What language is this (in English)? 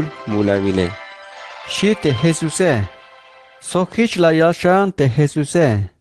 Tzeltal